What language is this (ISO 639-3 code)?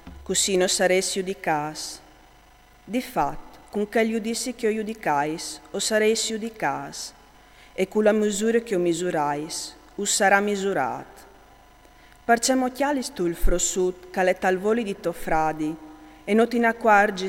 fur